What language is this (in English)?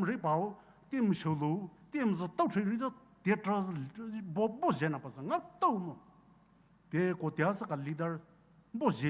Poumei Naga